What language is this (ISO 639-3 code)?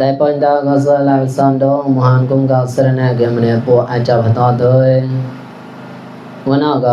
mnw